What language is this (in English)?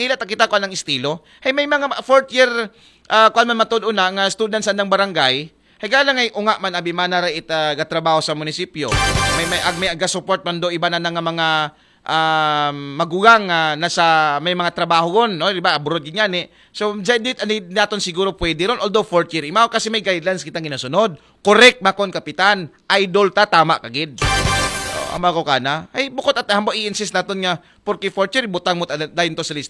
Aklanon